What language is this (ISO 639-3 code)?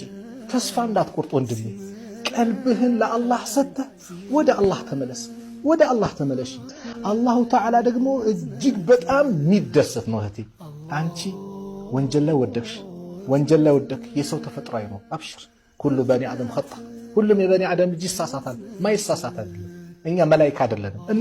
amh